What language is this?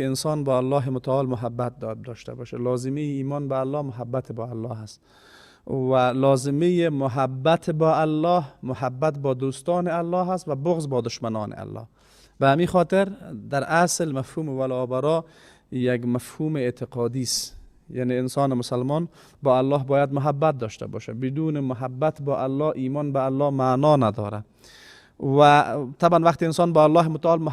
Persian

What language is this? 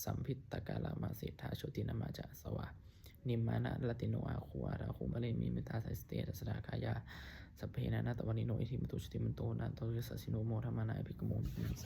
Pali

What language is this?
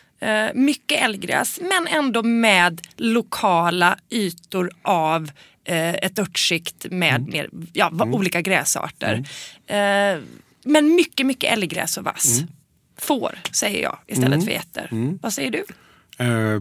Swedish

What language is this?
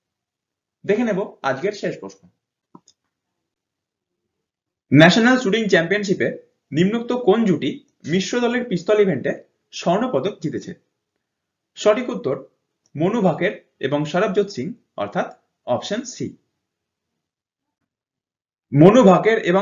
Bangla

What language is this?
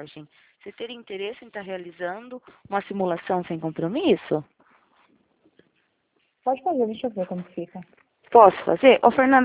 Portuguese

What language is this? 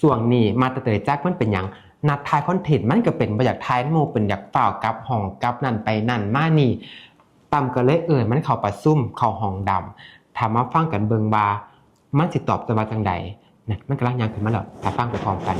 Northeastern Thai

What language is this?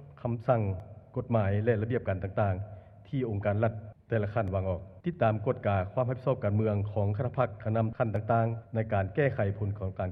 Lao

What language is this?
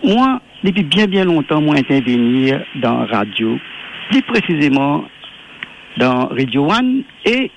Morisyen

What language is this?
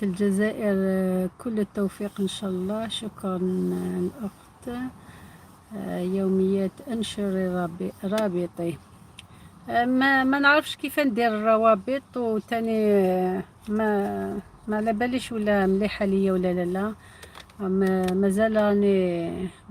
Algerian Arabic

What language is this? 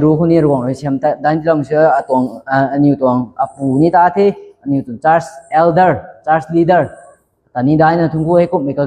Rongmei Naga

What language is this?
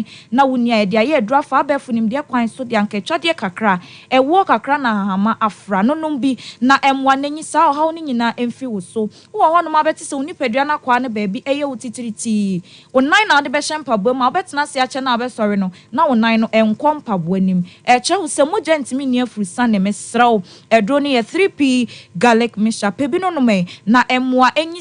Akan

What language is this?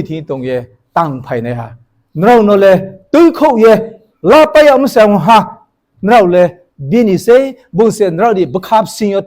Riang (India)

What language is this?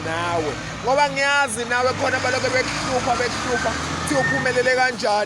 Zulu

